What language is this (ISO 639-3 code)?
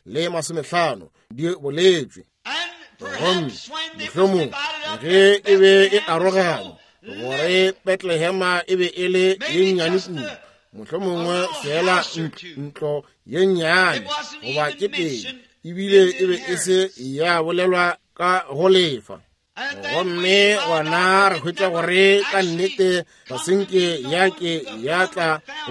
nso